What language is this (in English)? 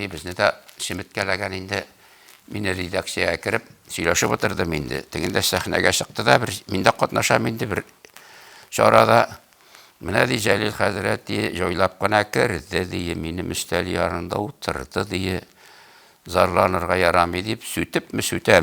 Tatar